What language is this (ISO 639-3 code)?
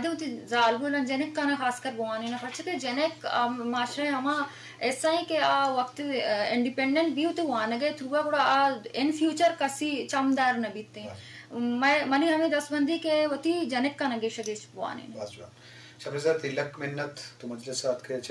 bgp